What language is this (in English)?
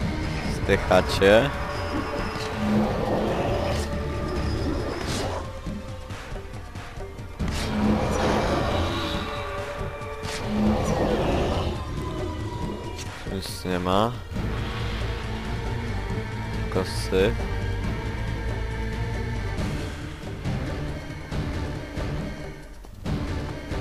Polish